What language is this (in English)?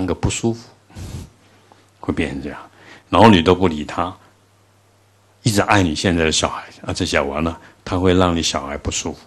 Chinese